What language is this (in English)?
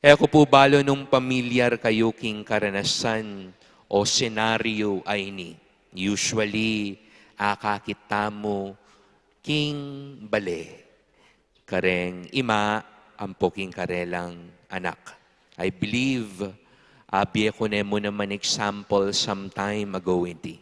Pampanga